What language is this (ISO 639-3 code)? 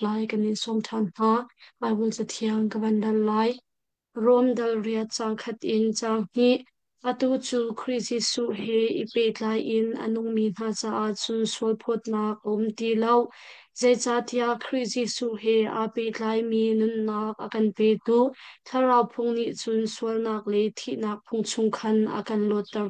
cnh